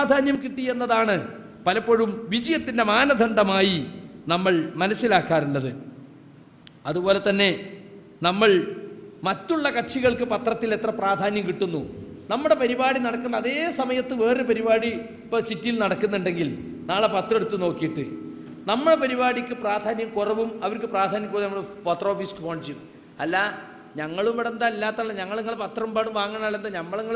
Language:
Malayalam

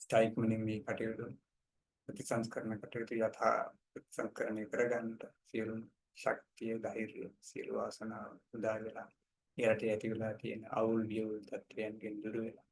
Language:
Sinhala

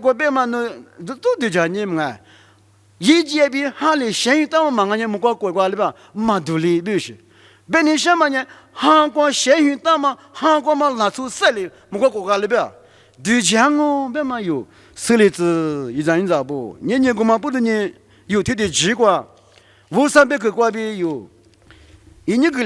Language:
Lisu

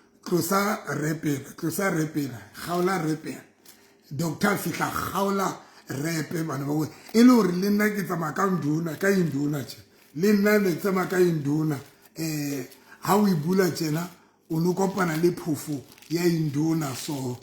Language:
Southern Sotho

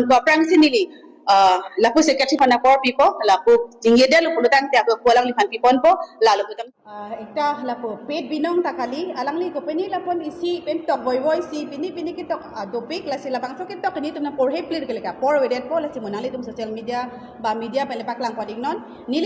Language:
Karbi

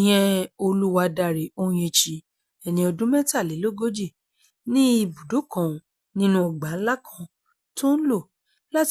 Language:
Yoruba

